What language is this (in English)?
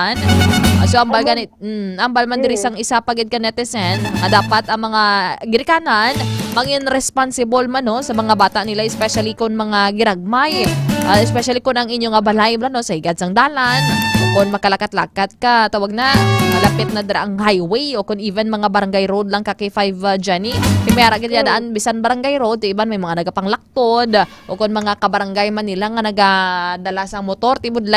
Hiligaynon